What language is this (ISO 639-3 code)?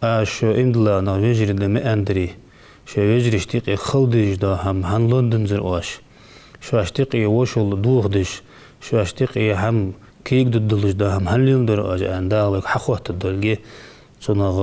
inh